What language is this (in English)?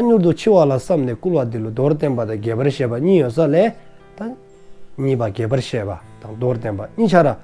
Dzongkha